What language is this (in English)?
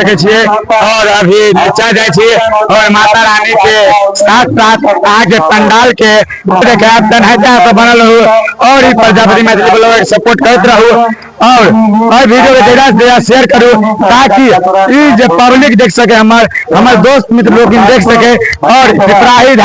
Maithili